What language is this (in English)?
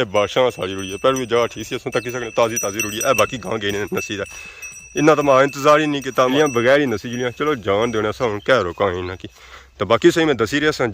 Pahari-Potwari